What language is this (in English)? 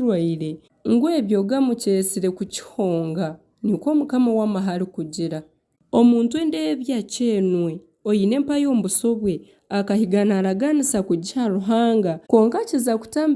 Nyankole